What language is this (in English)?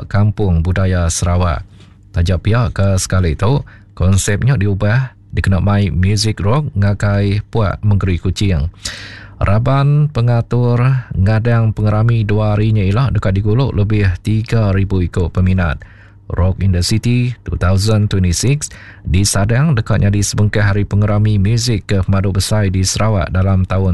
Iban